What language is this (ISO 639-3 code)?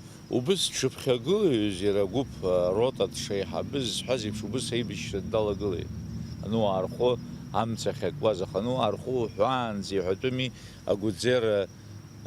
abk